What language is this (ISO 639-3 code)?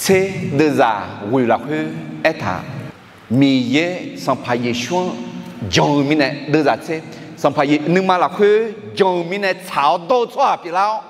ahk